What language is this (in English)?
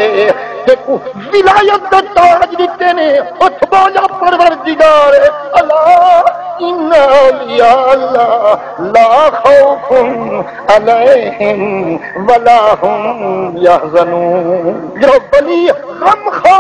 Saraiki